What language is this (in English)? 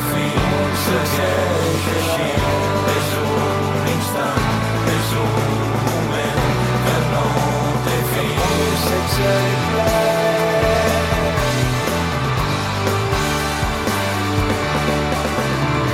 Catalan